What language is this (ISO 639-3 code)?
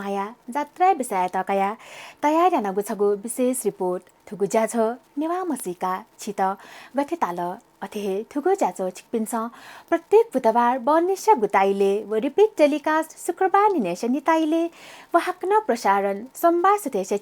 new